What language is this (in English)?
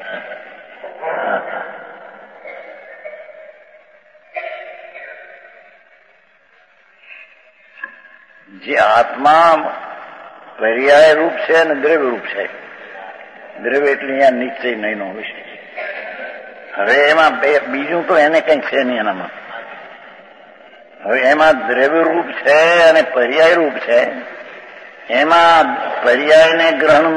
Gujarati